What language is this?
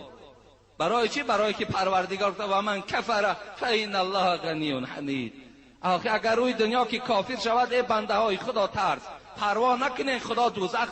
Tajik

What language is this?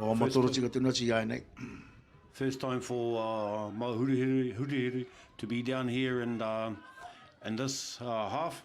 Māori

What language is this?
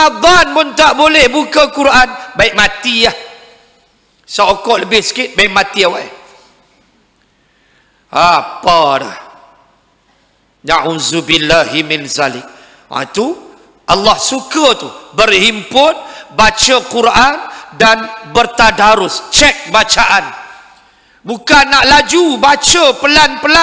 Malay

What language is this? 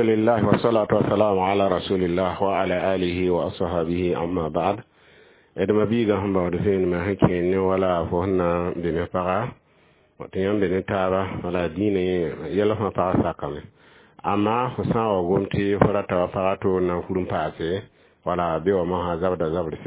Mossi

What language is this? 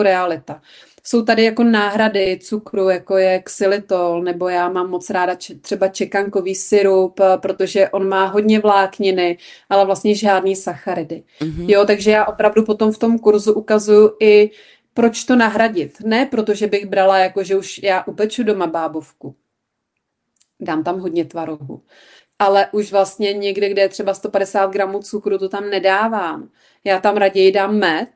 Czech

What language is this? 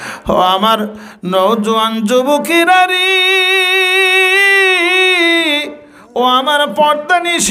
Bangla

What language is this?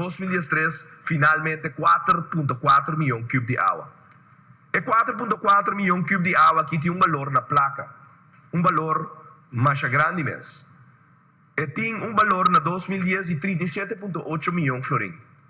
Papiamento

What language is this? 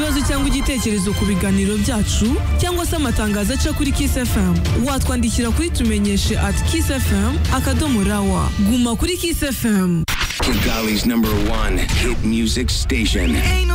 Kinyarwanda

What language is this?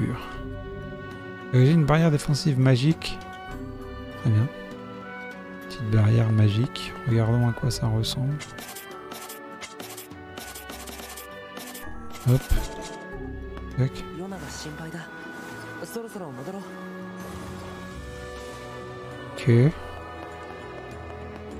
French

